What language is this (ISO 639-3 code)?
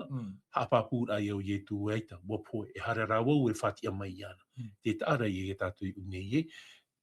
tah